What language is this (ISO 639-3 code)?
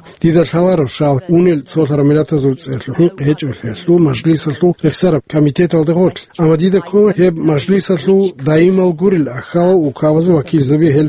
ava